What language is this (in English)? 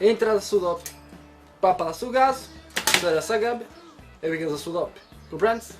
Sardinian